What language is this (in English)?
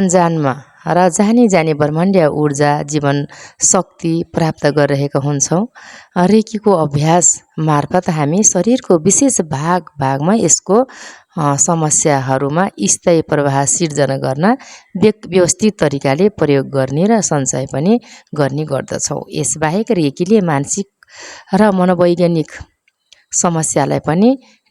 Nepali